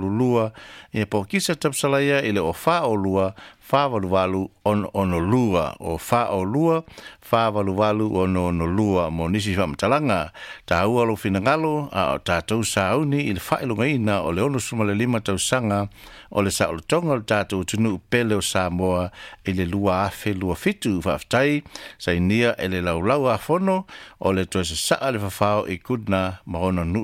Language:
Samoan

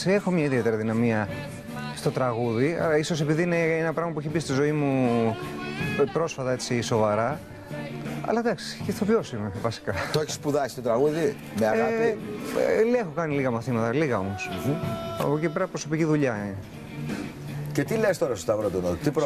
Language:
Greek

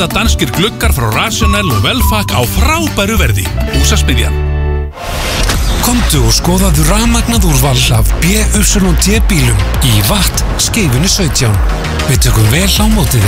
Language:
Icelandic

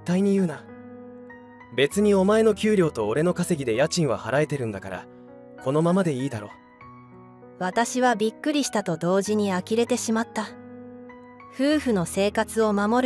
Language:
Japanese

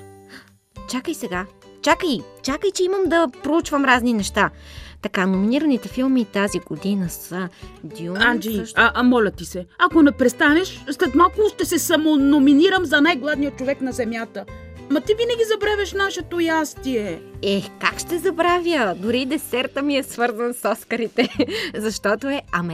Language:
Bulgarian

